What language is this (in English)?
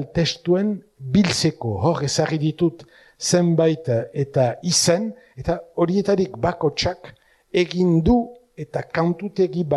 Basque